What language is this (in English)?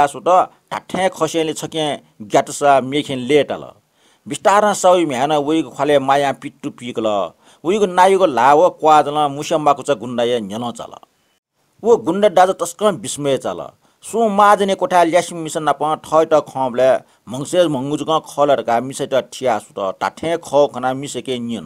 Newari